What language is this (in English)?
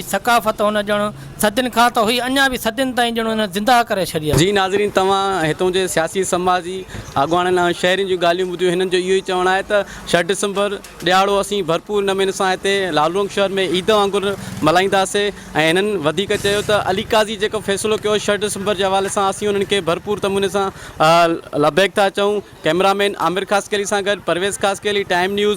Sindhi